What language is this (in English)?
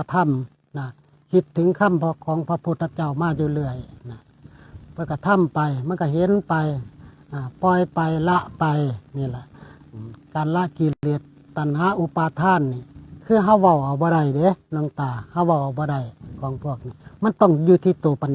Northeastern Thai